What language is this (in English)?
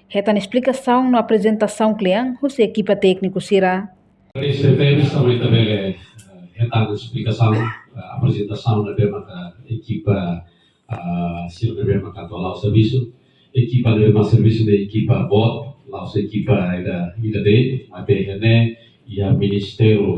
Tetum